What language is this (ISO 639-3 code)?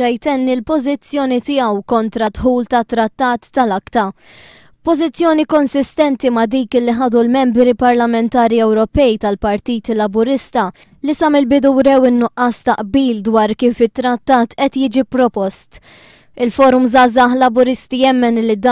mlt